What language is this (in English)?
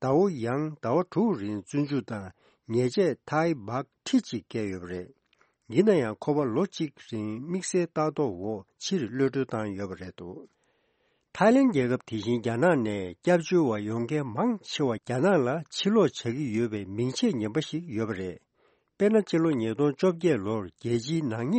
Tibetan